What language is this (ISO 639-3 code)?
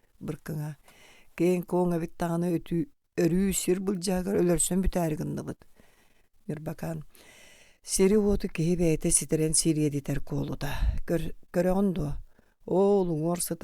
sah